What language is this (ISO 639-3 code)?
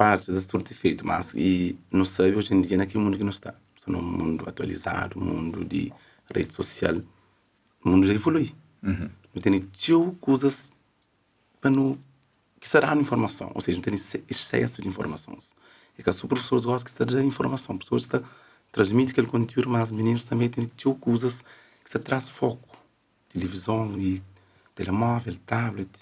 kea